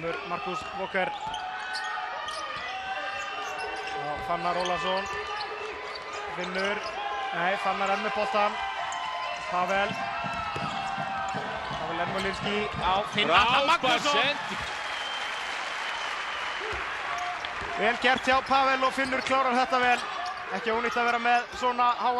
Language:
Icelandic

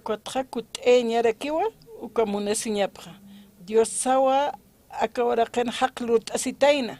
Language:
Aymara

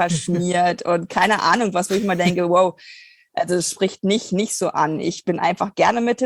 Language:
German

